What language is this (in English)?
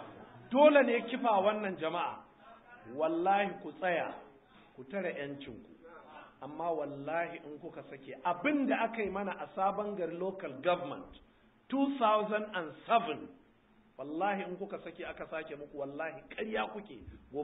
Hausa